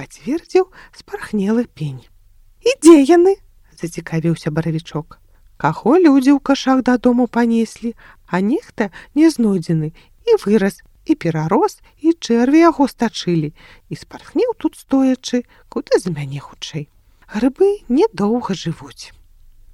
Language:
Belarusian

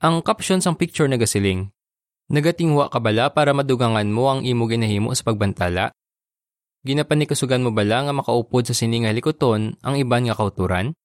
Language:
Hiligaynon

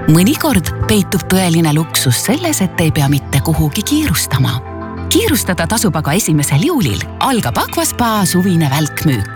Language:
Estonian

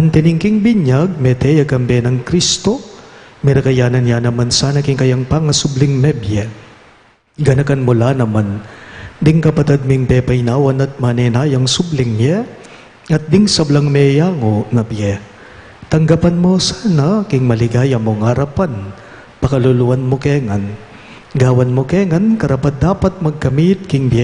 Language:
Pampanga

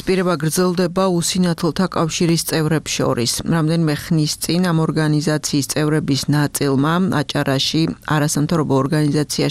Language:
Georgian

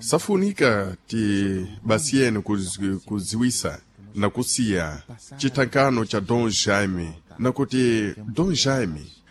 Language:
Sena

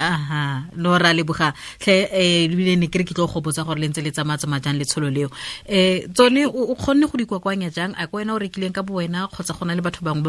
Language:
Tswana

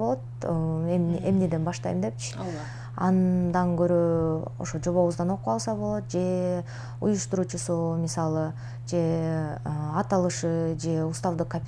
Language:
Kyrgyz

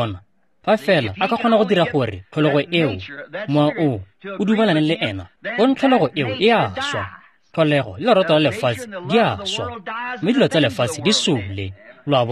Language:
Tswana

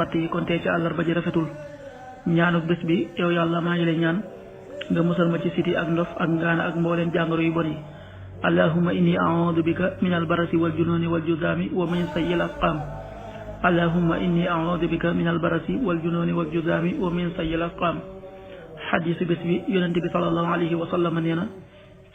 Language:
Wolof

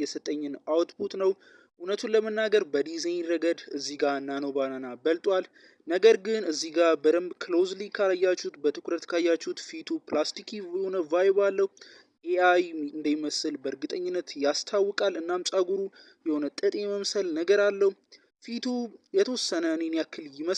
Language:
Amharic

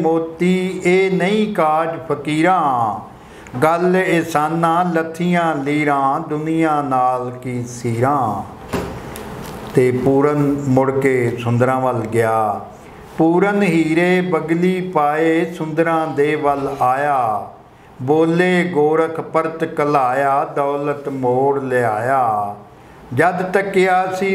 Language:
Punjabi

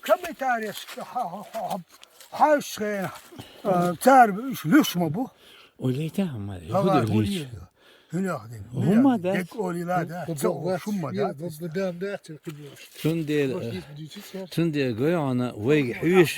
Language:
Chechen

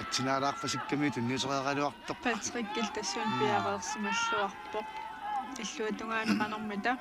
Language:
Kalaallisut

